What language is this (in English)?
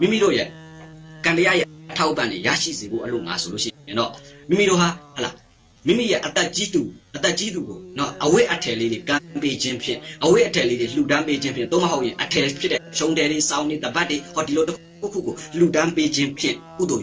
Burmese